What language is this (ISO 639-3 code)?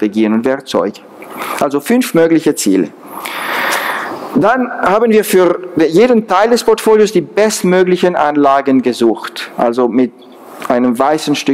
deu